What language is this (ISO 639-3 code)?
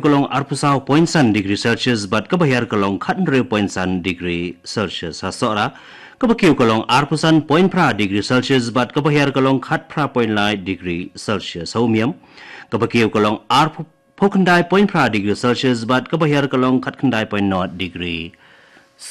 kha